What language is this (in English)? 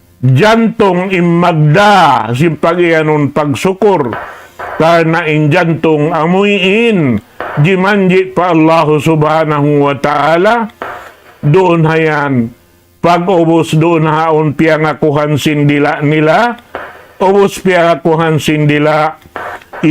Tausug